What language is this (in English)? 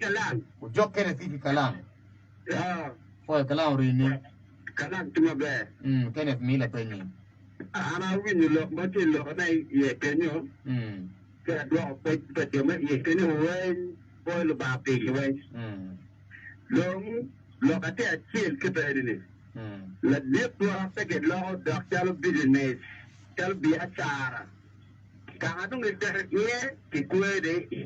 Acoli